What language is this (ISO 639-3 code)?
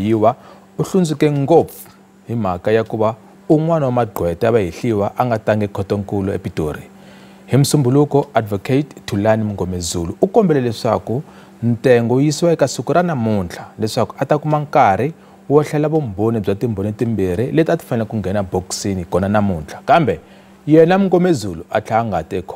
tso